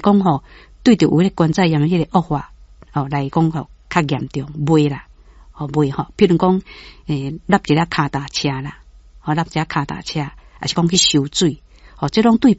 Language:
Min Nan Chinese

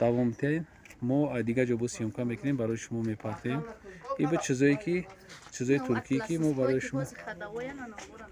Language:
Tajik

